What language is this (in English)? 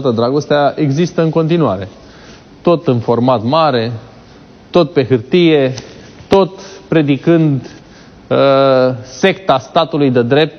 Romanian